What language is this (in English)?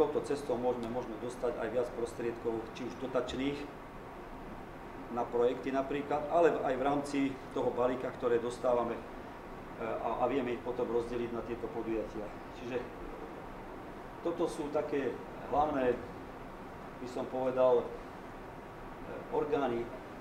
Slovak